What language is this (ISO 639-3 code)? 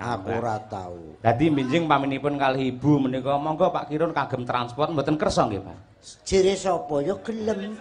jav